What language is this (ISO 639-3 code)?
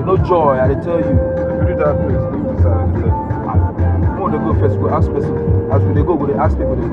pcm